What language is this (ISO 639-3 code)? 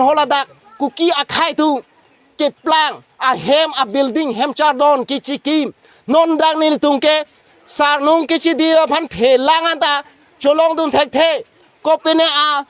mjw